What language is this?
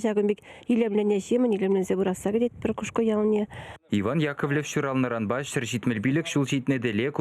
Chuvash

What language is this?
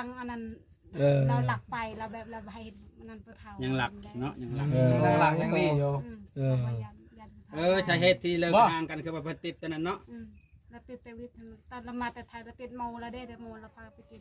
Northeastern Thai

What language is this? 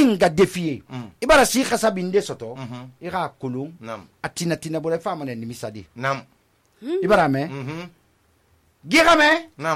Susu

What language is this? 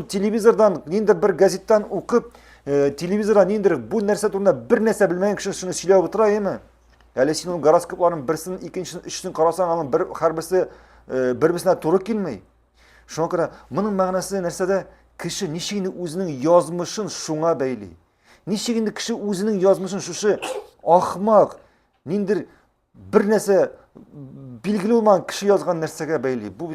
Tatar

